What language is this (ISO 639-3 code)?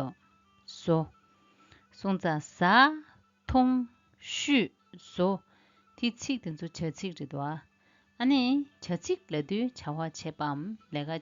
bod